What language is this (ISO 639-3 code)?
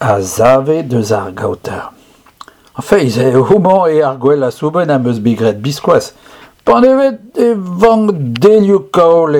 bre